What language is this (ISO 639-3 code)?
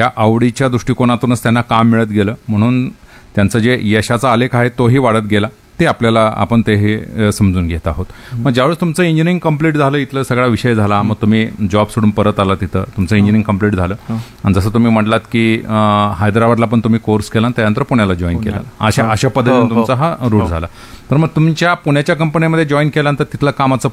mar